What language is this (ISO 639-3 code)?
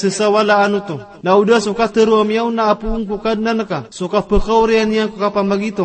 mrw